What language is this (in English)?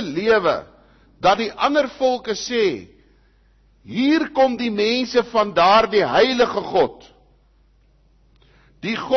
Afrikaans